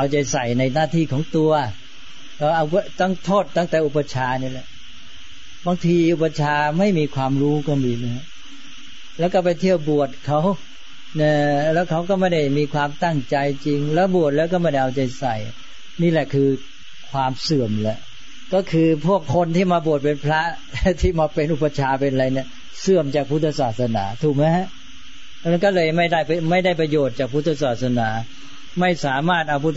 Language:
Thai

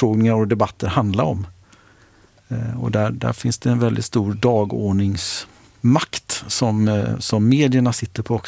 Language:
Swedish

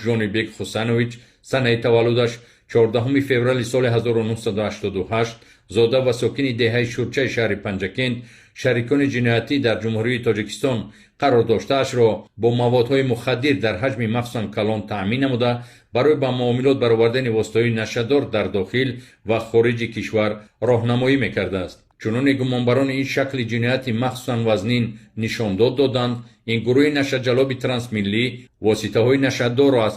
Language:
Tajik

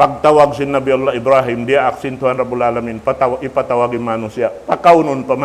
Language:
Tausug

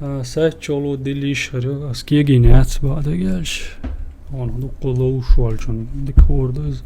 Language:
Chechen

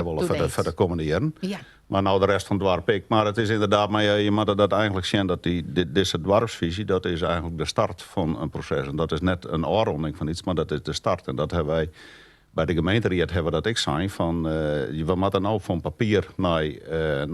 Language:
Western Frisian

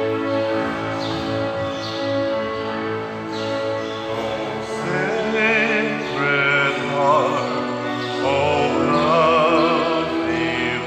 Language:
Cebuano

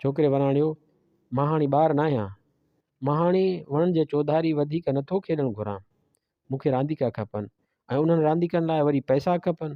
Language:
Sindhi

